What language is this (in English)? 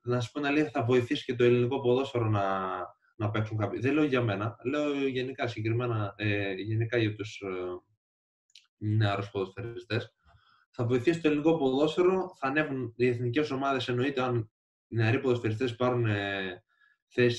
Greek